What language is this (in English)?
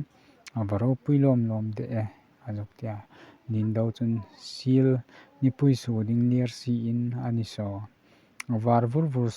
Hmar